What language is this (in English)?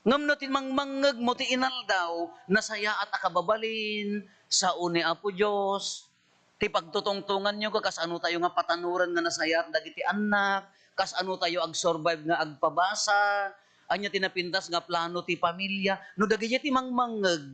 Iloko